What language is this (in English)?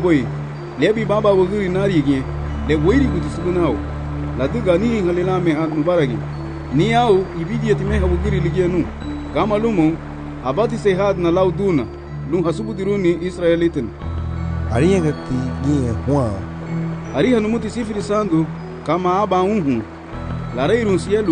Garifuna